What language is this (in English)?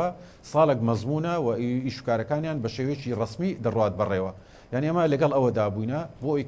Central Kurdish